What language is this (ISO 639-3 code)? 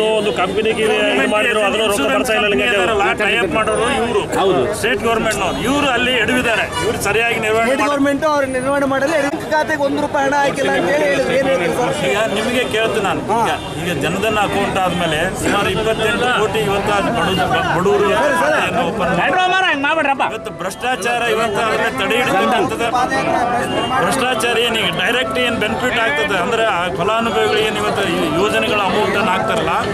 kan